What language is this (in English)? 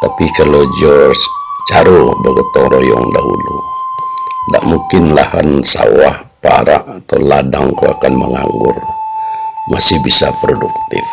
Minangkabau